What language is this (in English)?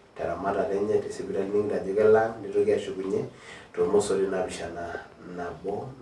Masai